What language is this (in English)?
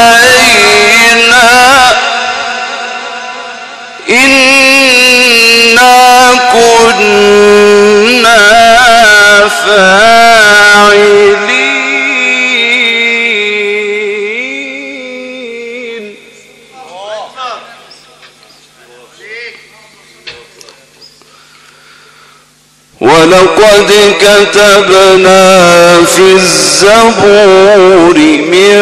Arabic